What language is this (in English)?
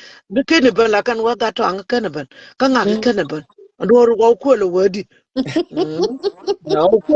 Nuer